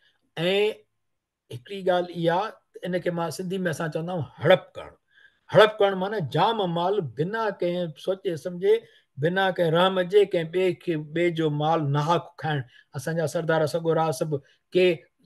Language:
Sindhi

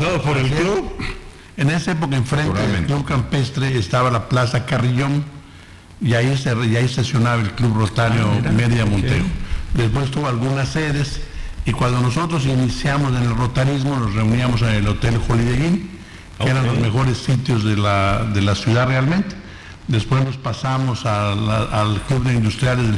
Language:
Spanish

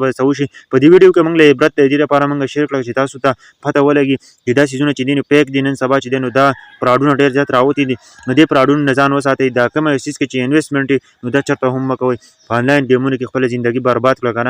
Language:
Pashto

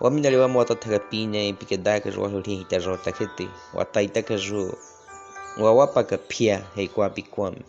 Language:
Baniwa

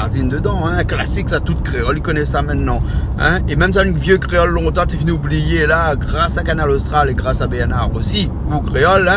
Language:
Réunion Creole French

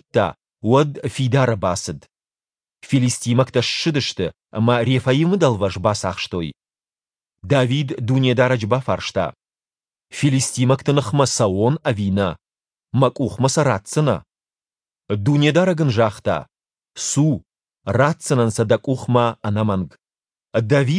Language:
Ossetic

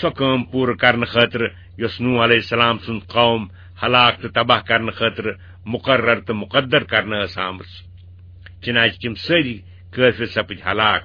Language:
Kashmiri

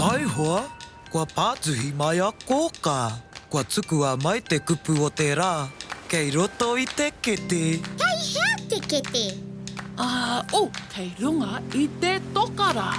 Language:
Māori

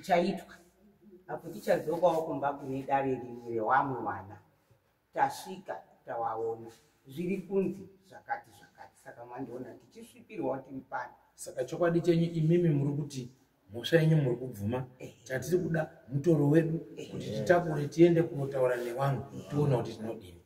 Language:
Shona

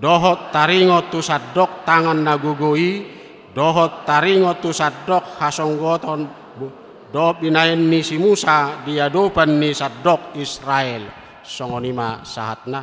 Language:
Batak Toba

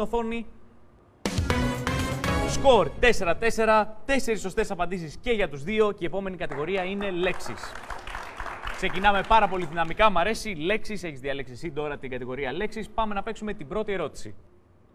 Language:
Greek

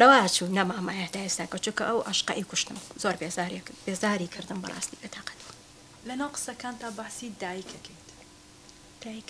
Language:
Central Kurdish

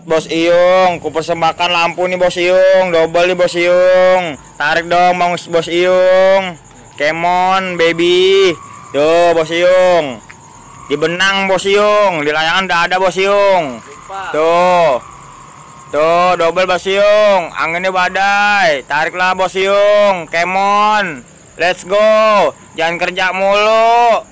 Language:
Betawi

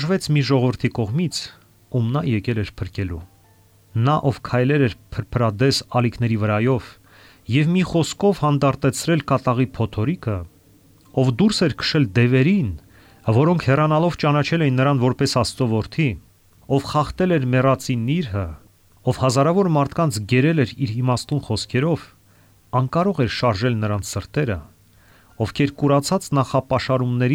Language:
Armenian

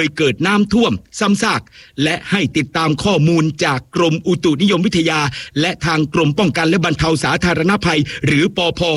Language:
Thai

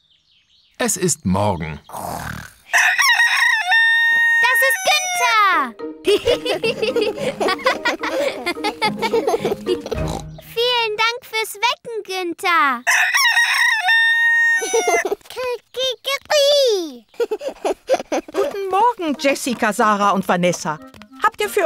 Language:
German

